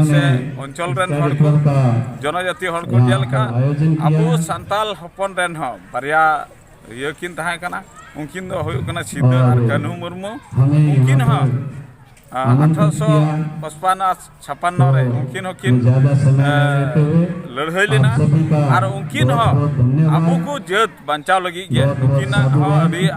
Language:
Santali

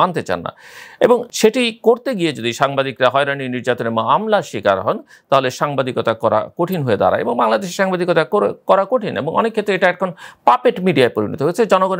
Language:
Bangla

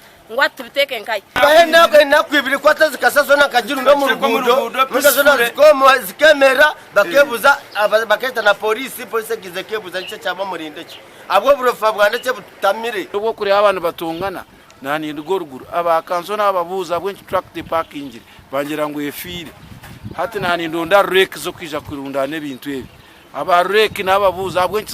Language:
Nyankole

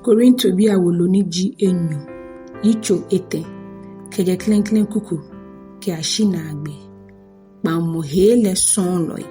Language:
Ga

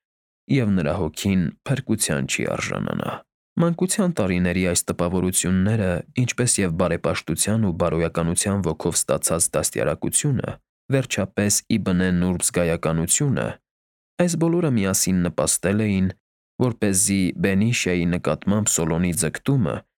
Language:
Armenian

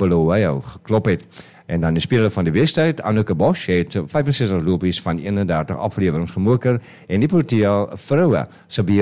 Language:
Afrikaans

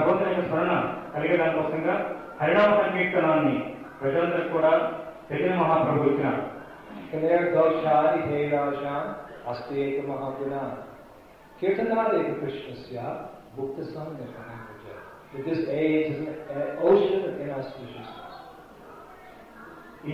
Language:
Telugu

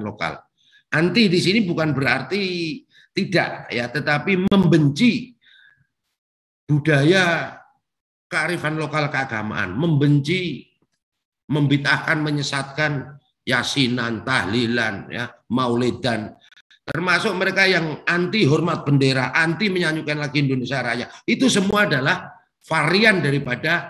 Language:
Indonesian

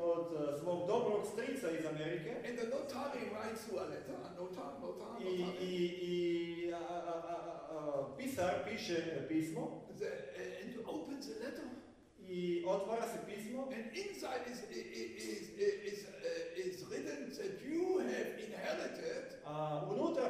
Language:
Croatian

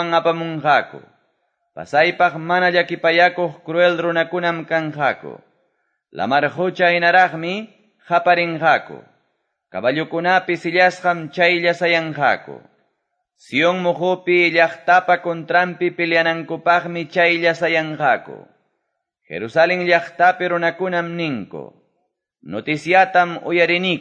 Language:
Quechua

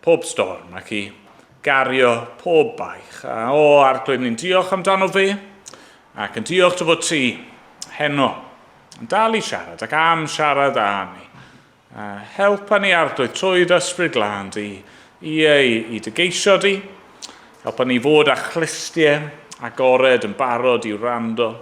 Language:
Welsh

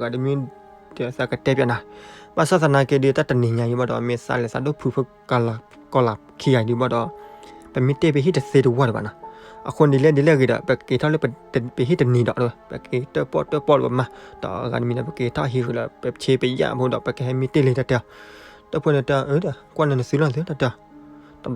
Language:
S'gaw Karen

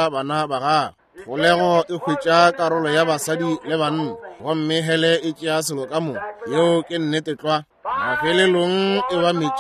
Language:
Northern Sotho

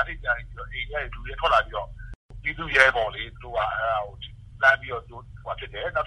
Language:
Burmese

